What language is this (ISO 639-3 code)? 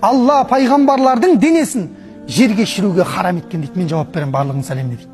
kaz